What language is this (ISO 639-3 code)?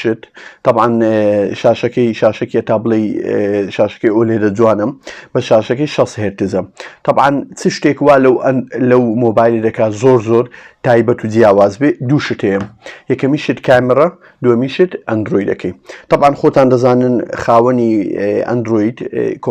ckb